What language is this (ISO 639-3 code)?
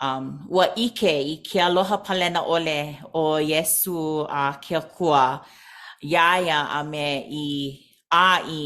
haw